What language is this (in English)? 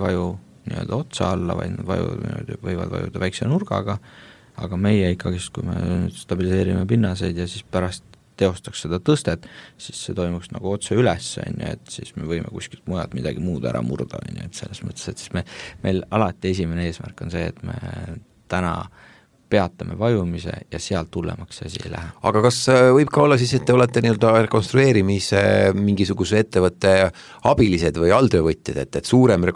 Estonian